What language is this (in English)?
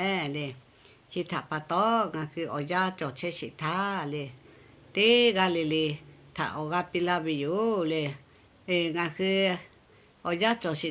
Lahu